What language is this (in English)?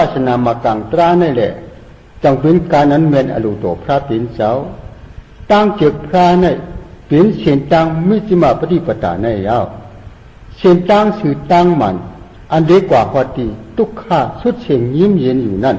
Shan